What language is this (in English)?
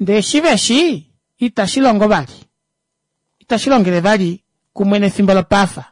Kuanyama